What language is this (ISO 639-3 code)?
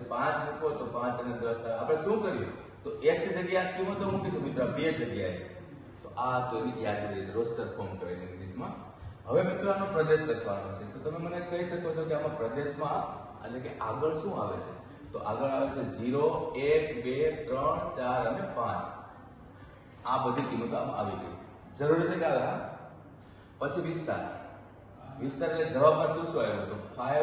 guj